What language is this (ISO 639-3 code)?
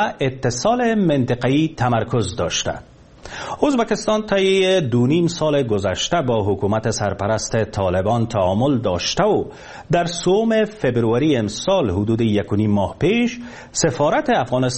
fas